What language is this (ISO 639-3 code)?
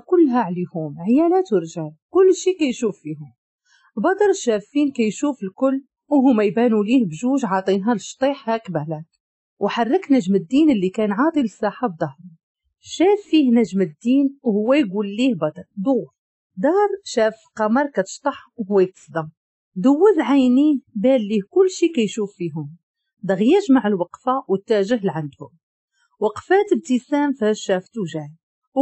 ary